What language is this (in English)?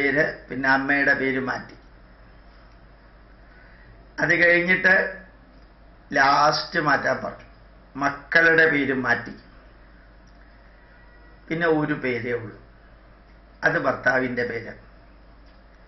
Malayalam